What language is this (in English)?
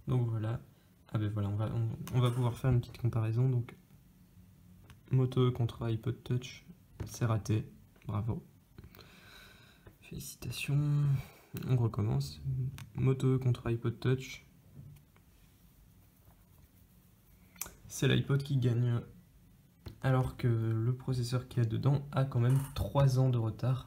French